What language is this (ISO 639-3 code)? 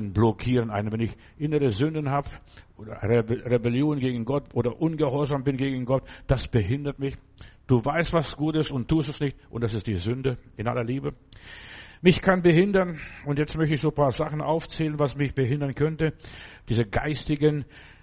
deu